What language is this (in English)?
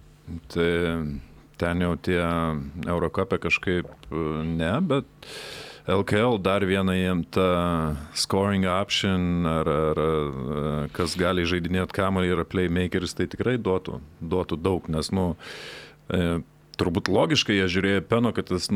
Lithuanian